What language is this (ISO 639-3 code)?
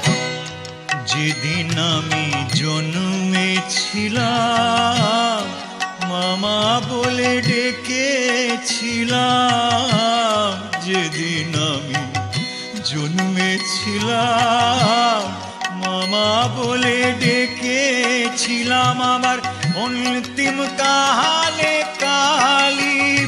ben